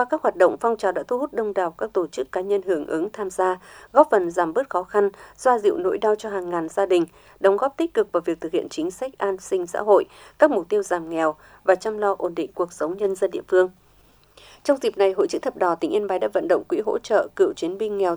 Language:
Vietnamese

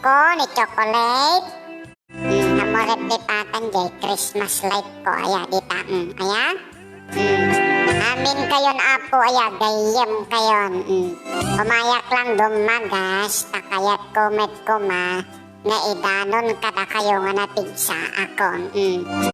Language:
Iloko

